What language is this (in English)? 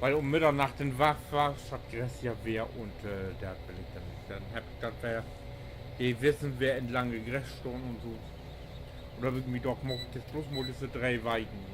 Low German